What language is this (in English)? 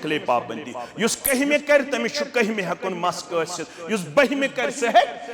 Kashmiri